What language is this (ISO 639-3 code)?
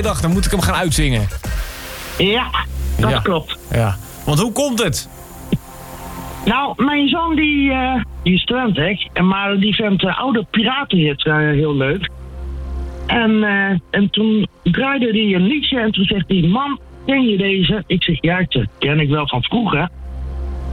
nld